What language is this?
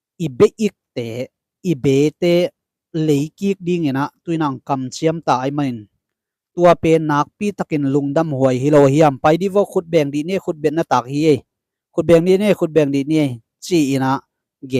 Tedim Chin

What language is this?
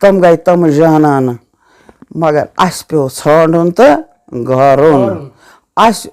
Kashmiri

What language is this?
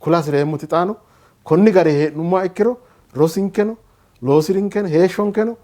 Sidamo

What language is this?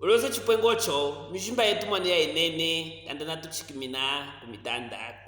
Luvale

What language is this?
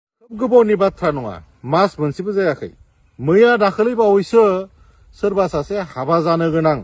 Bodo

